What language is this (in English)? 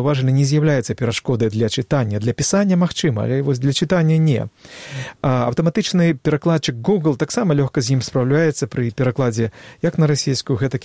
Belarusian